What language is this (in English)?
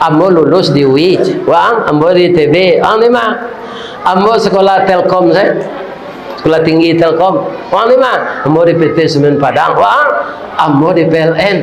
Minangkabau